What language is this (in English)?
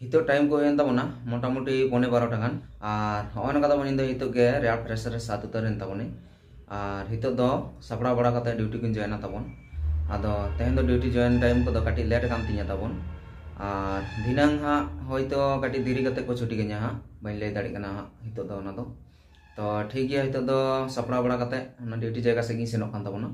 Santali